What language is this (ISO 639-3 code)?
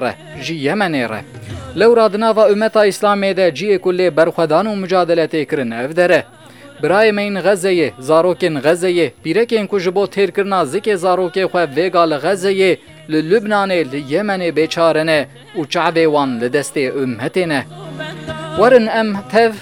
kur